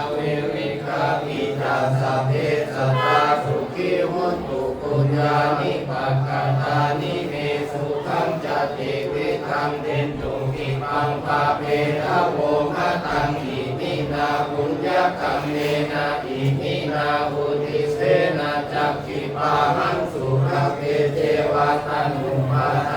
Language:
Pali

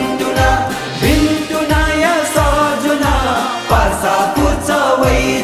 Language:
Newari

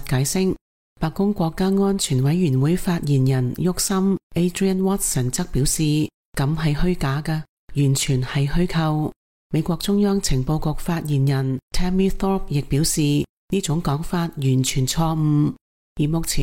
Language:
Cantonese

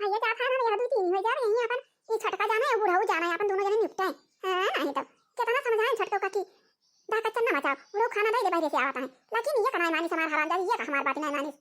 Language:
Awadhi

